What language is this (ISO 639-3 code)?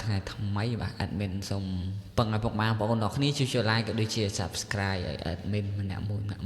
khm